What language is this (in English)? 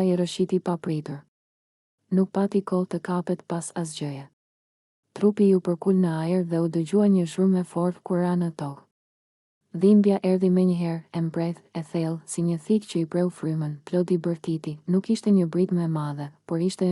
Albanian